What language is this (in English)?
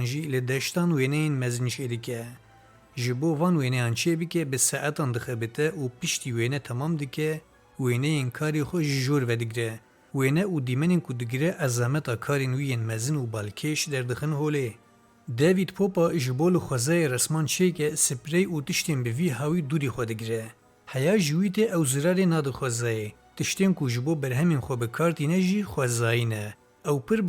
Kurdish